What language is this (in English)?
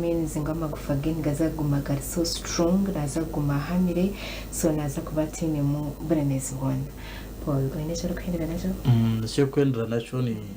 Nyankole